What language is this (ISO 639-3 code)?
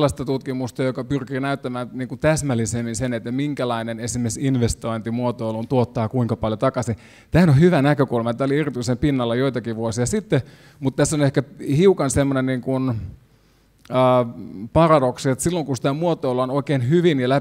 fin